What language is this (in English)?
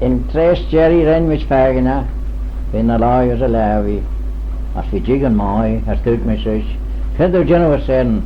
Manx